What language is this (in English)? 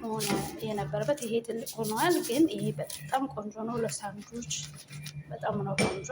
Amharic